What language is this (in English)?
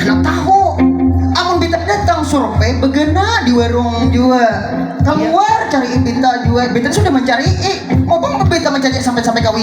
Banjar